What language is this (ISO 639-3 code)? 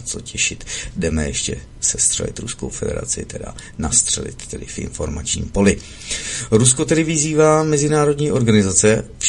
ces